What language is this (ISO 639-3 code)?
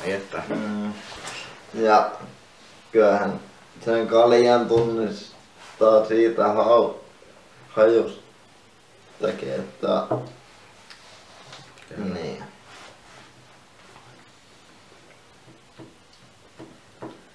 fin